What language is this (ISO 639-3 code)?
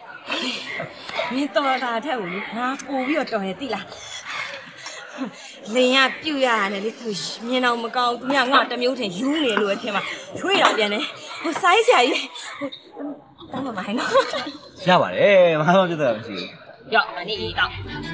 mya